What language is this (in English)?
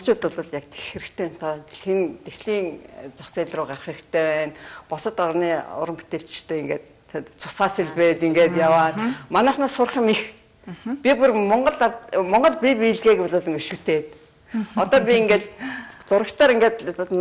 Mongolian